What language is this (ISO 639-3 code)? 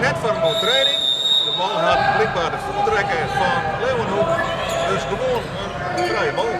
fry